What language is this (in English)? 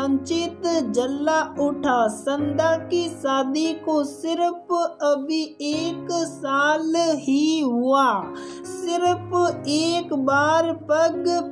Hindi